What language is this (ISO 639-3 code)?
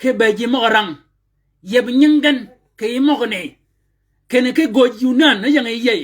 shk